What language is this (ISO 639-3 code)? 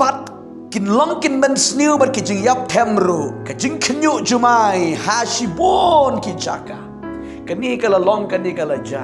kha